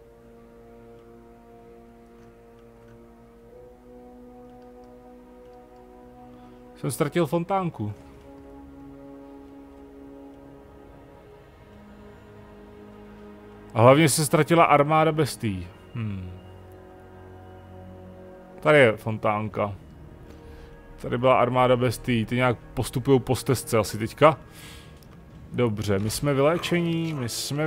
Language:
Czech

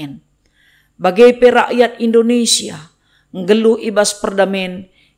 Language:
Batak Karo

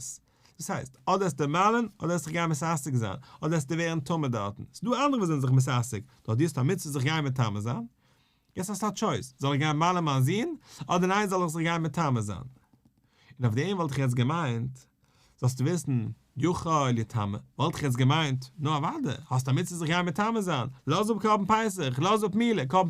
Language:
Yiddish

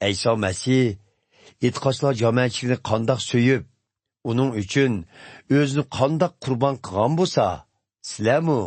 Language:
Uyghur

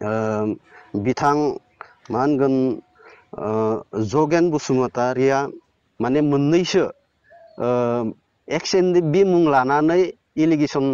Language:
Bodo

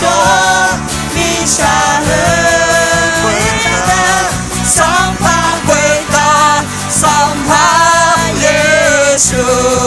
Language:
Akha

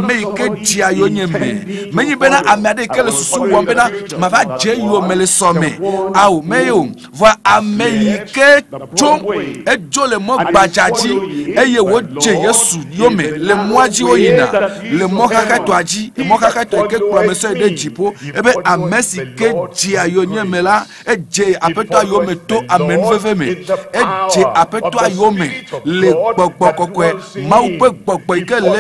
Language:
Ewe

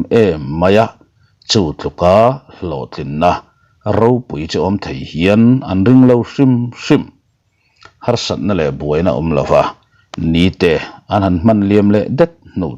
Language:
Mizo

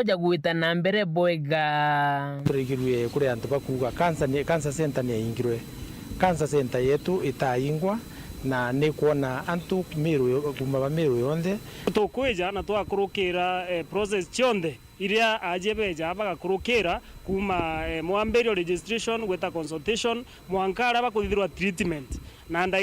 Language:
Meru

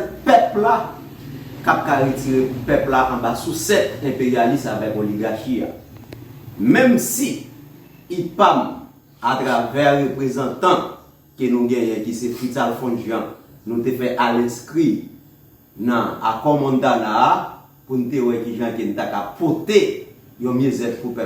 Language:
Haitian Creole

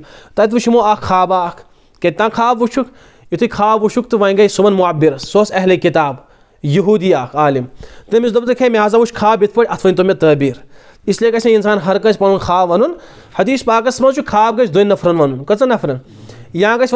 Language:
Kashmiri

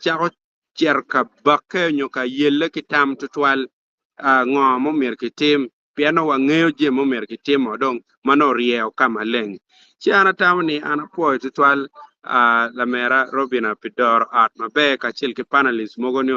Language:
Acoli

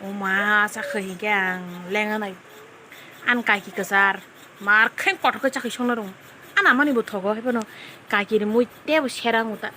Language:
Kok Borok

